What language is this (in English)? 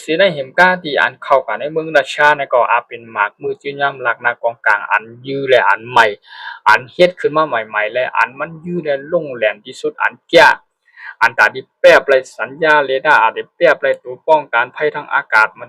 Shan